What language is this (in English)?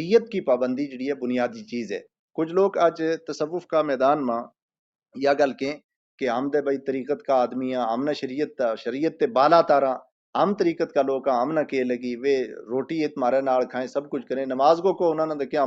Gujari